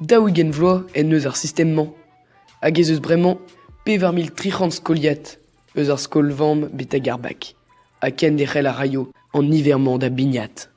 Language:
Breton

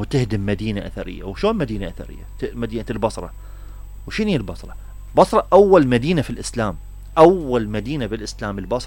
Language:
Mesopotamian Arabic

